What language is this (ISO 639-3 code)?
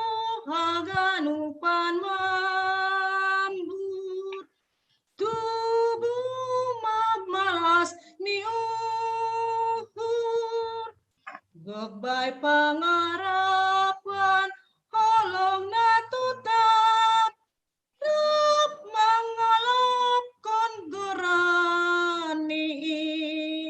bts